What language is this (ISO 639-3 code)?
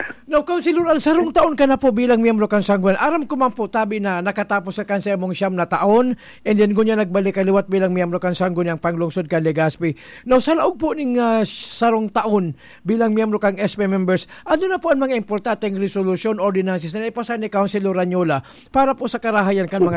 bik